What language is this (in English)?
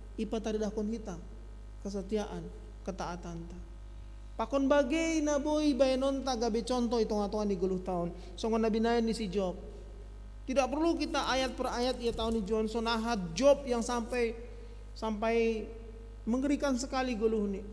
Batak Simalungun